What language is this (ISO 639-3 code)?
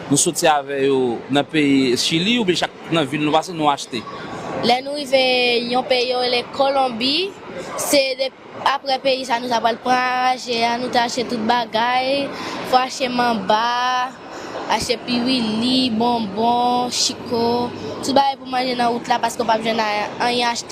hat